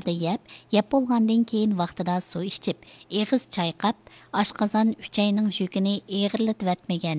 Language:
Uyghur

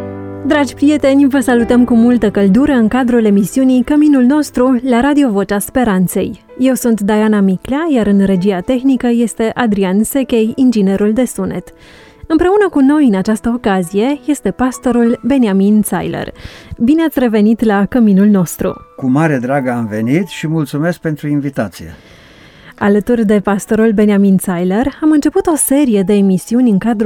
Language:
Romanian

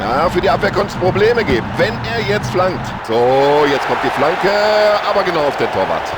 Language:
Bavarian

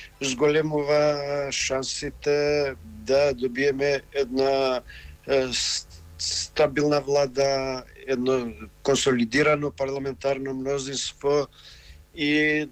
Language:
Macedonian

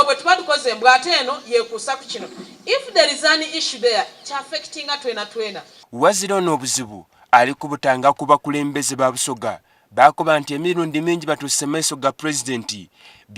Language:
Soga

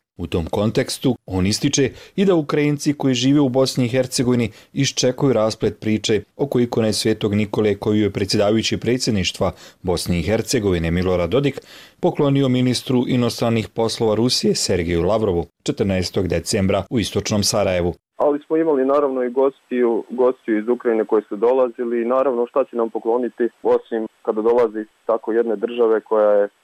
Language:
Bosnian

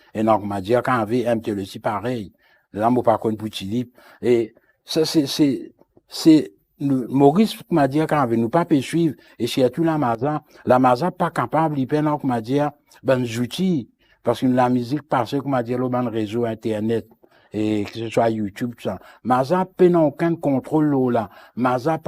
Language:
Morisyen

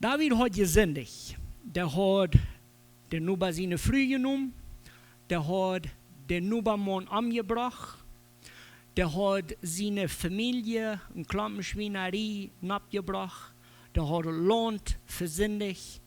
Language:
Plautdietsch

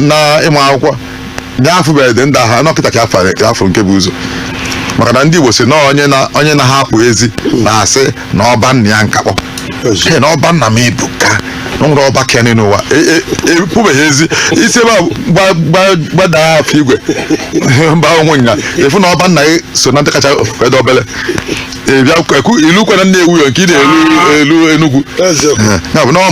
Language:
Igbo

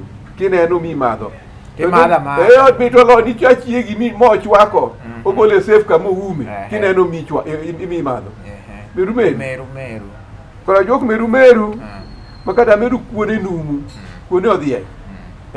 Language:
Luo (Kenya and Tanzania)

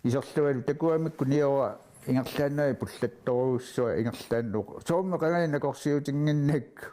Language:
Kalaallisut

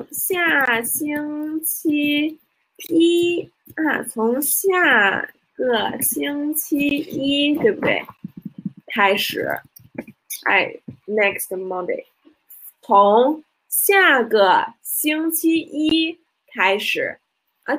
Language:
Chinese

